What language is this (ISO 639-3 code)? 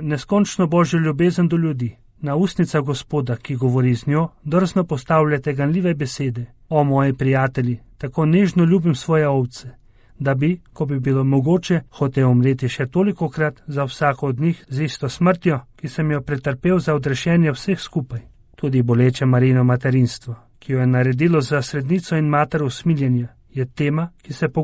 slv